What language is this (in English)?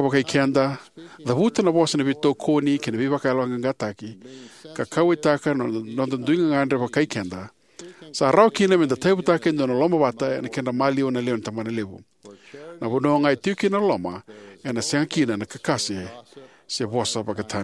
Fijian